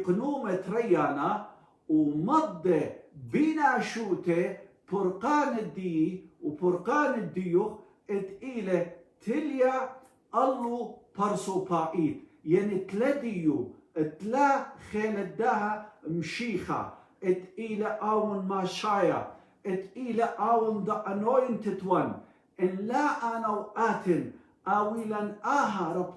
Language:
Assyrian Neo-Aramaic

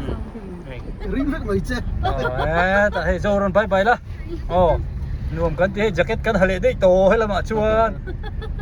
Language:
Hmar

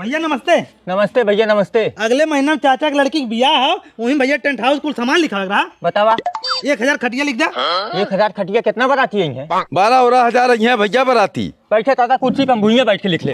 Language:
Bhojpuri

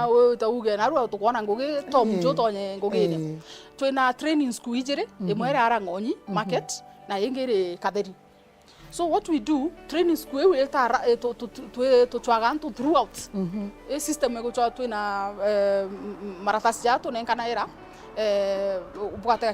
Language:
Meru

